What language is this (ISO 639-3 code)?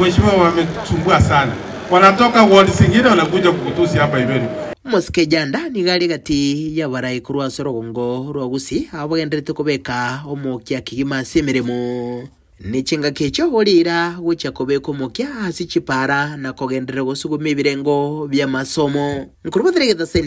guz